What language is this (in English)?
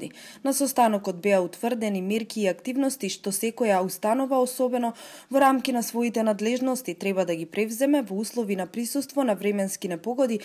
Macedonian